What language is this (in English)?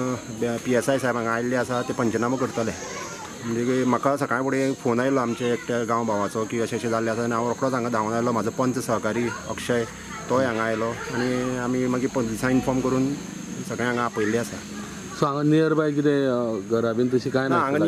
Konkani